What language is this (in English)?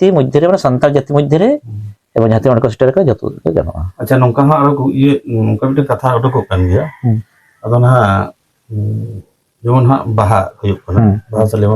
Santali